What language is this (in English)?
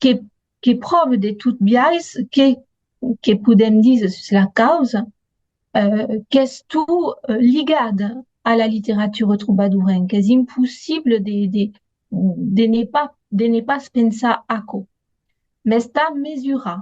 Occitan